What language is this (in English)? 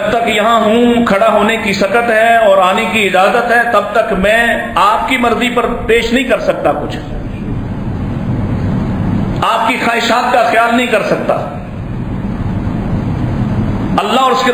Urdu